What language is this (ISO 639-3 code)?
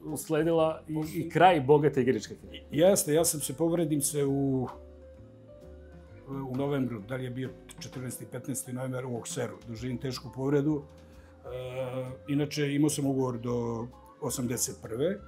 srp